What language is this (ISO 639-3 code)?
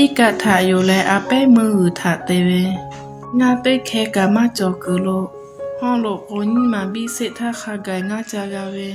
lhu